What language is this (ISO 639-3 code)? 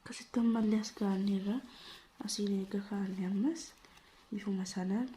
orm